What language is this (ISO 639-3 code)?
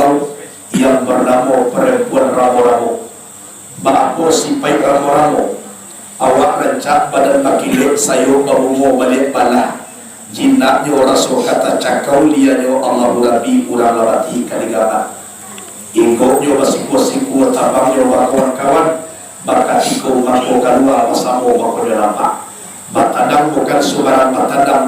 min